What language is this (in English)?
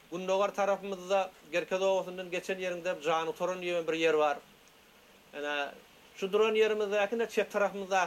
Turkmen